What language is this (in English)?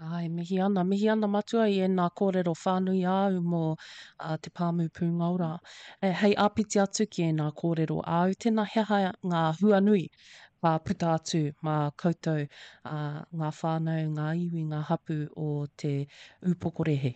Māori